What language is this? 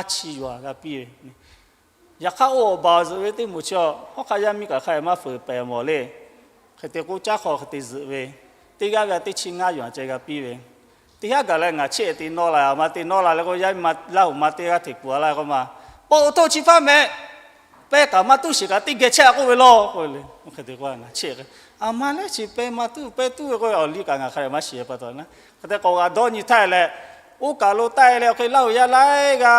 Lahu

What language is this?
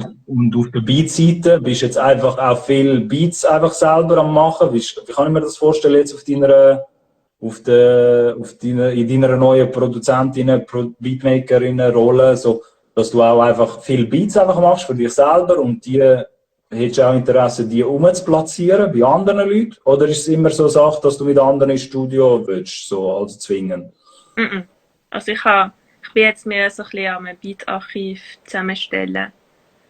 Swiss German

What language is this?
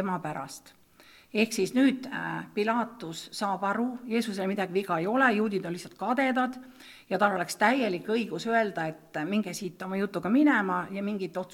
Estonian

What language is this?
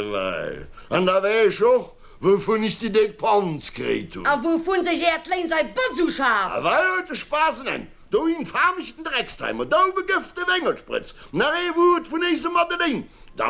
Luxembourgish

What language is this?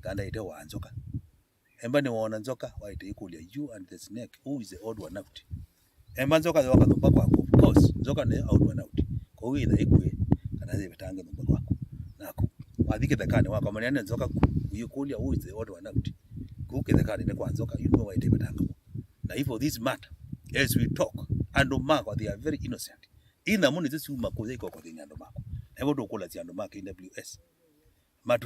Kamba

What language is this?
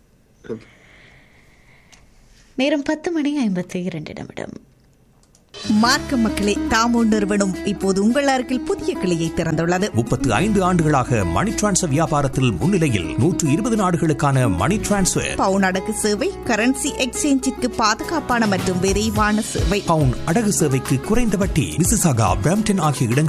Tamil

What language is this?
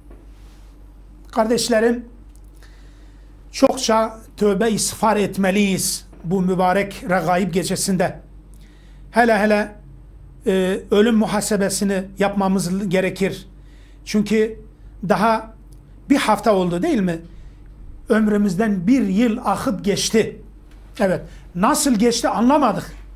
Turkish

